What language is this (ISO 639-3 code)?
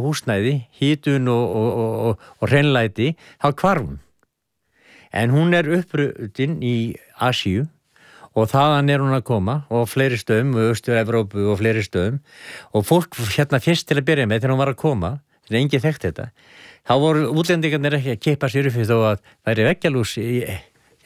isl